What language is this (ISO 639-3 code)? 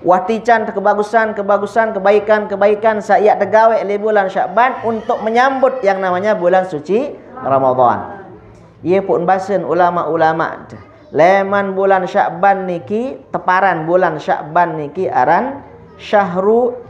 sas